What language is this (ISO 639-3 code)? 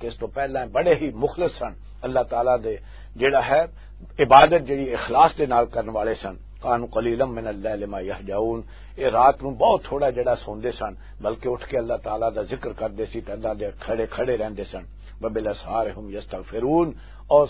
lah